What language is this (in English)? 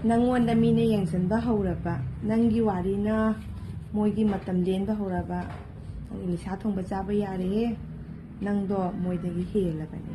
Manipuri